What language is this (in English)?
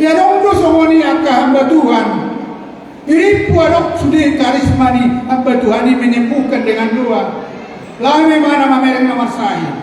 Batak Toba